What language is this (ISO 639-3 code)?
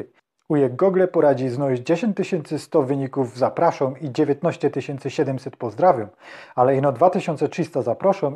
szl